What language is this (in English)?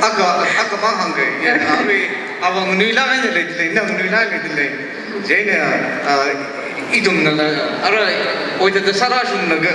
Tangkhul Naga (India)